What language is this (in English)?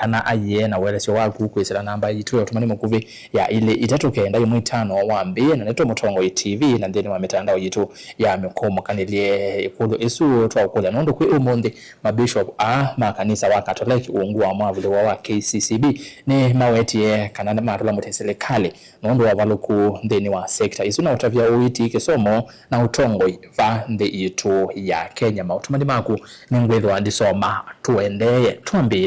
Kamba